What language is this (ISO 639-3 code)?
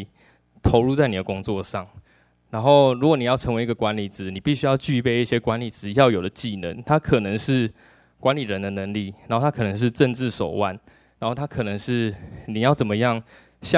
zho